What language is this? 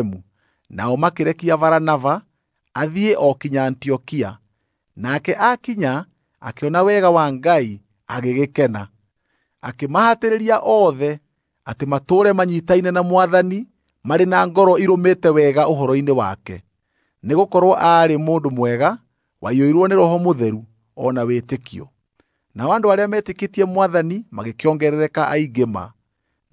Kikuyu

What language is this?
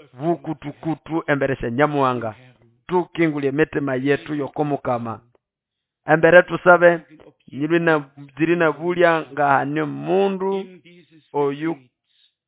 Nande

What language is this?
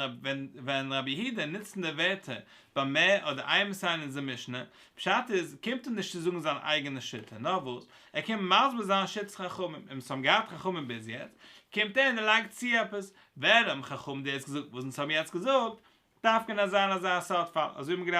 Yiddish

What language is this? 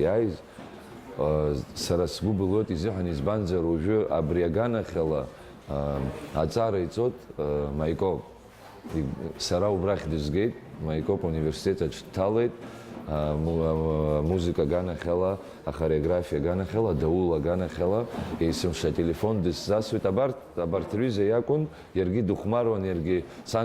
Abkhazian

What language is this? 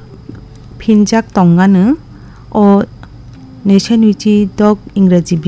Kok Borok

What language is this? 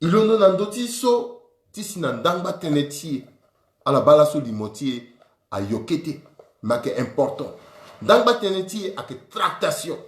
Sango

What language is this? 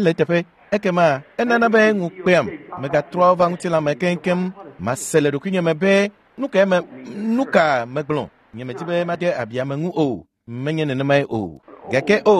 Ewe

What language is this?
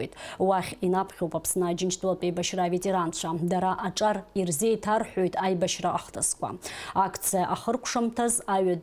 Abkhazian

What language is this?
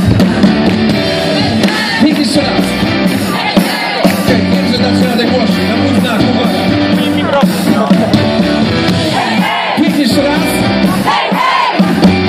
Polish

